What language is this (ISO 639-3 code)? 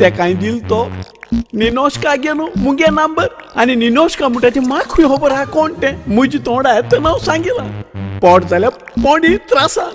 kok